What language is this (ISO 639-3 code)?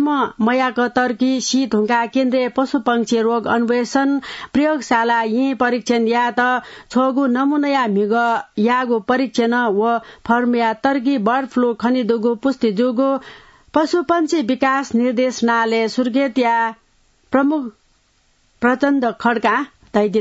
new